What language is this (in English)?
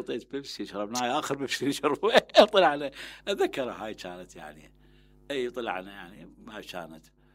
Mesopotamian Arabic